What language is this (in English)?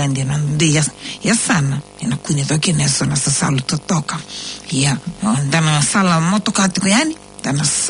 Fijian